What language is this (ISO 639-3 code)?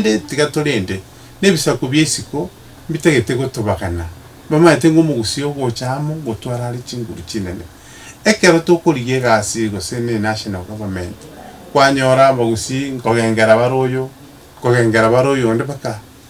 guz